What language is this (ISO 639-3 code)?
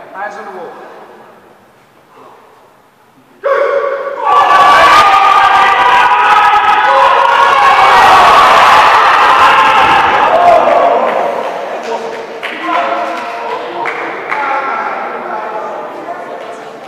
eng